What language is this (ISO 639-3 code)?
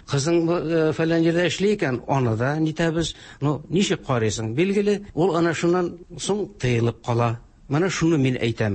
tat